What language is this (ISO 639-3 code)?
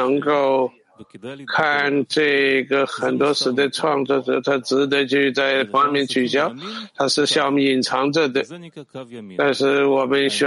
zho